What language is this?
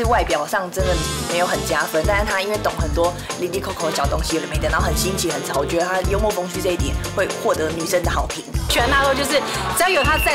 Chinese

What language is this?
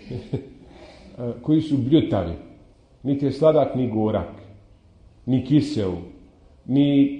Bosnian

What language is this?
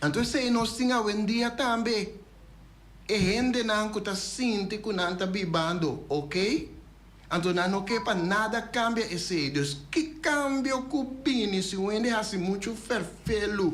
Papiamento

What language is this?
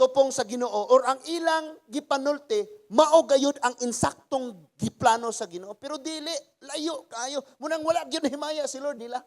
Cebuano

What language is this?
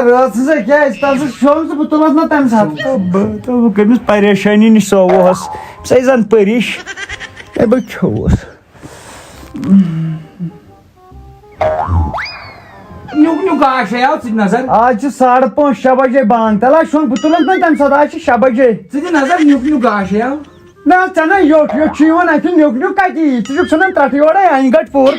Kashmiri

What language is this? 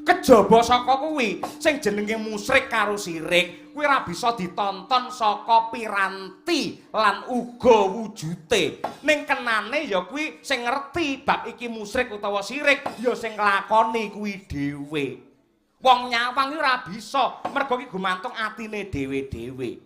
Javanese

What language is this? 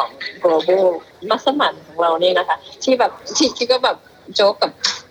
Thai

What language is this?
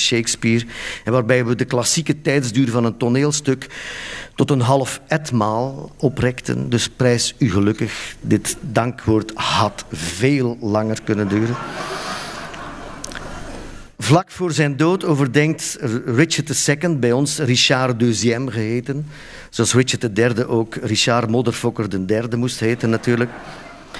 Dutch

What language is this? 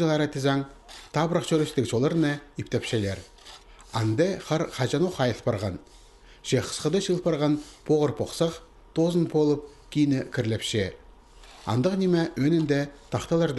Khakas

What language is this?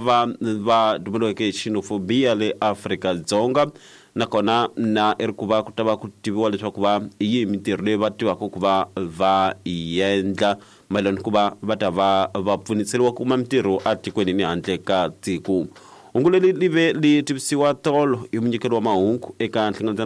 Tsonga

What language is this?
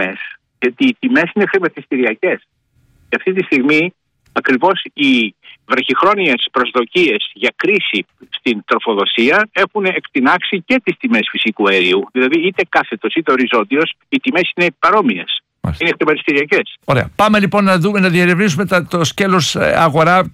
Greek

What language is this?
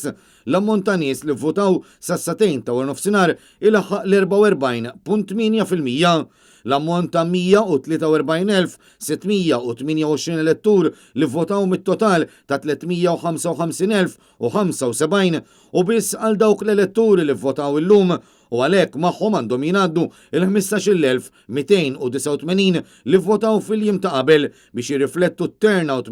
Maltese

